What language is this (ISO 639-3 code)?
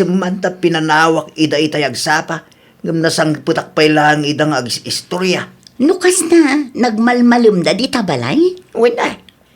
ilo